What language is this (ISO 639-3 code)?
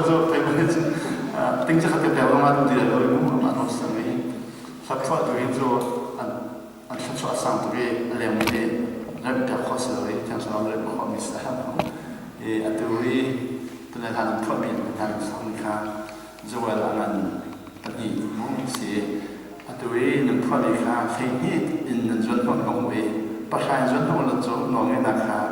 cnh